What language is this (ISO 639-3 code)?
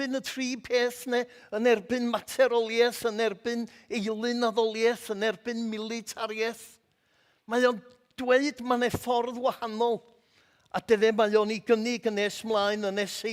cym